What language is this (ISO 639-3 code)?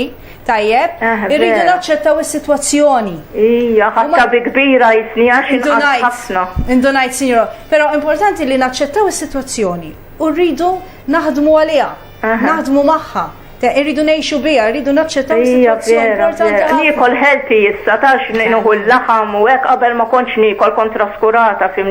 mlt